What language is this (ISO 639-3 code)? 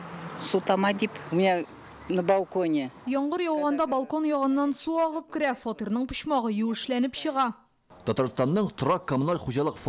tat